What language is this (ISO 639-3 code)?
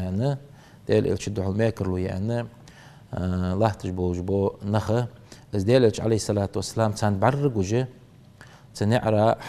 inh